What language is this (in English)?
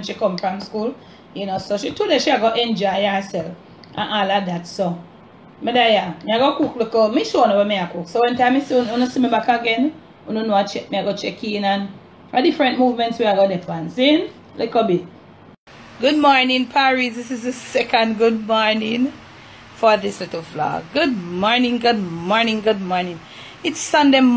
Jamaican Creole English